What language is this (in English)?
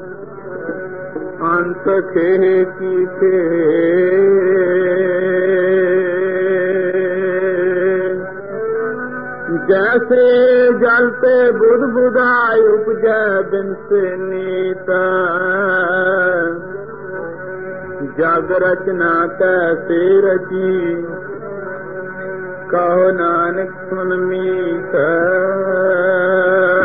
Punjabi